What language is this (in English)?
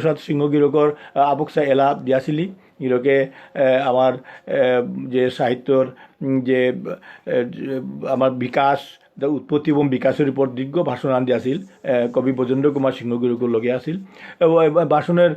Bishnupriya